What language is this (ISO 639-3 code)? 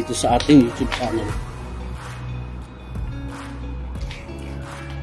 fil